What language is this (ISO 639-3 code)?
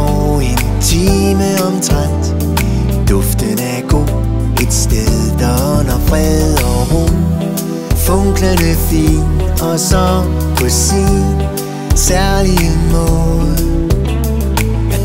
dan